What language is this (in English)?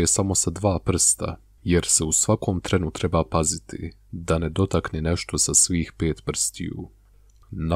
Bosnian